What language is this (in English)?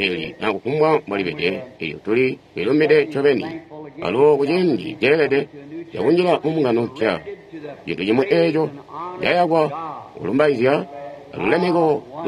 Tonga (Zambia)